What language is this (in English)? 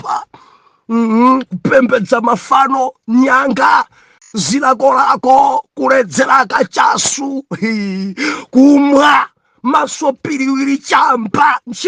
Nyanja